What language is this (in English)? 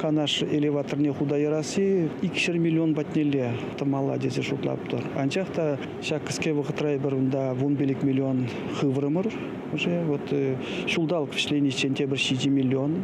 Chuvash